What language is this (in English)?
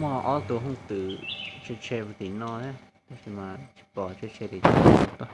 Hmong